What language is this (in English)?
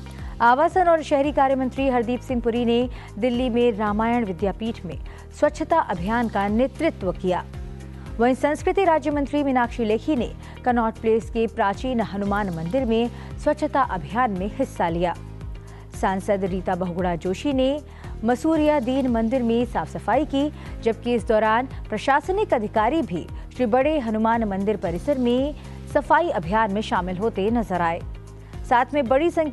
Hindi